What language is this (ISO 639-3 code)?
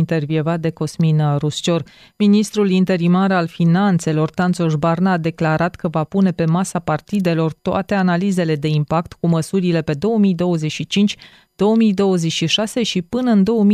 ron